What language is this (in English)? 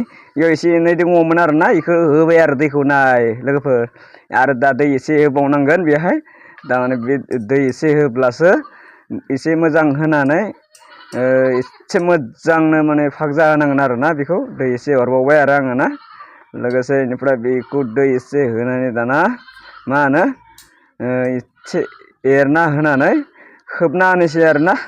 Bodo